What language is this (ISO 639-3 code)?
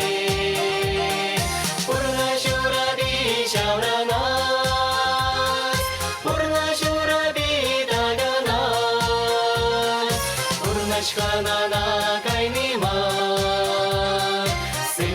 chv